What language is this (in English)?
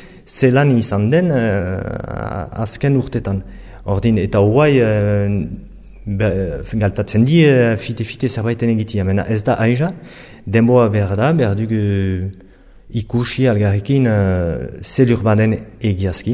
Basque